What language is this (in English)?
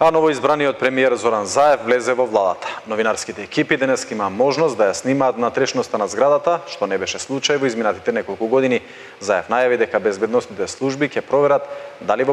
Macedonian